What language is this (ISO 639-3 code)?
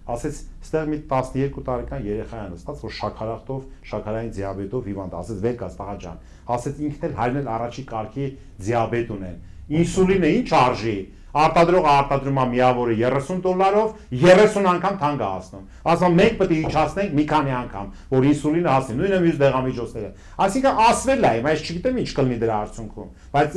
hye